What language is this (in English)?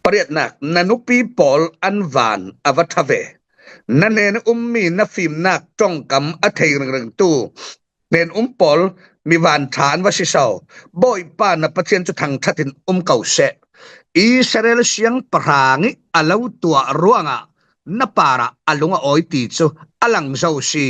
Falam Chin